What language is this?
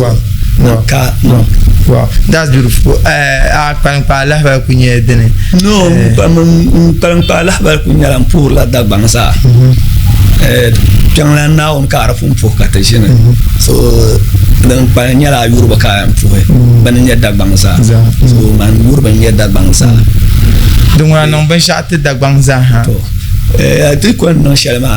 Dagbani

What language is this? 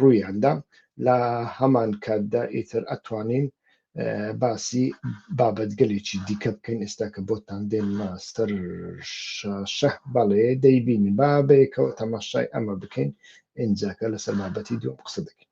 Central Kurdish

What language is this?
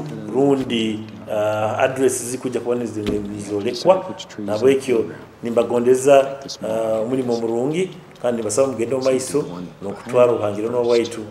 Nyoro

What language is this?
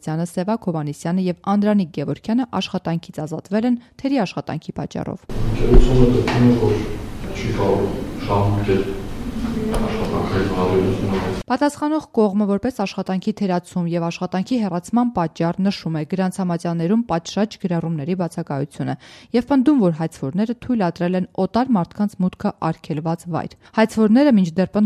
Armenian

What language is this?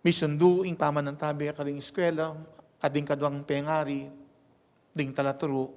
Pampanga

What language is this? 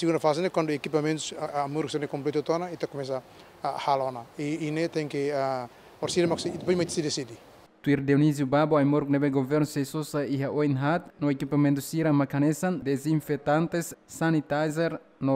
Tetum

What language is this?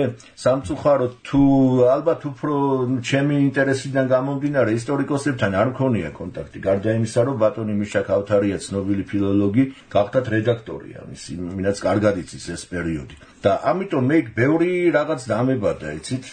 Georgian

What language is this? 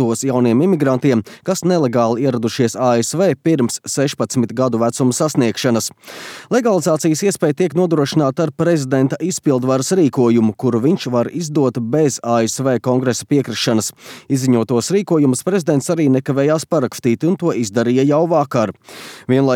Latvian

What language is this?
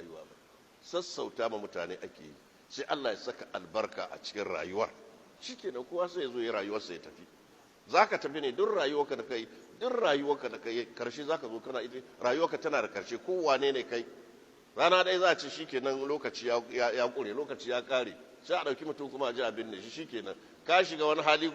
Hausa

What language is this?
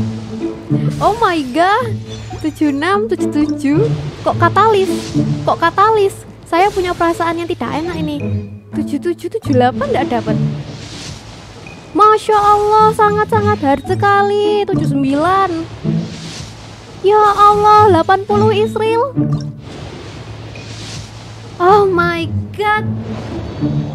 Indonesian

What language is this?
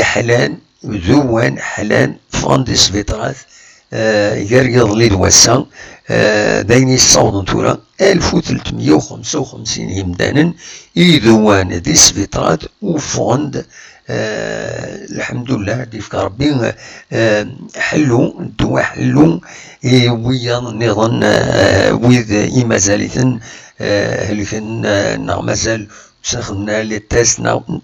Kabyle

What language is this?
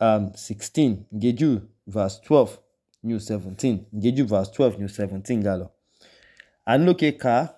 Idoma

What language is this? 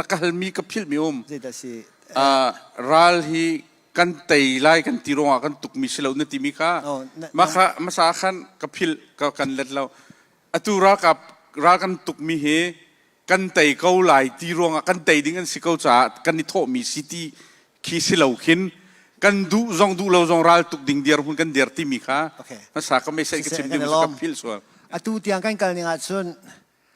Hakha Chin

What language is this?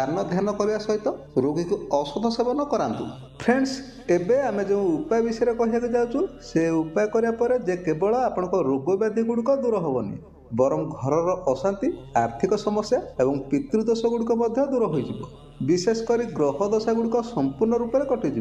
Odia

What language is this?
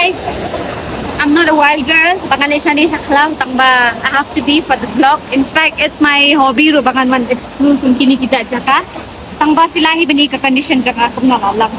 Khasi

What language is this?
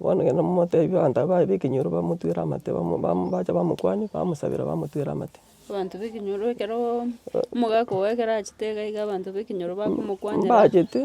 Gusii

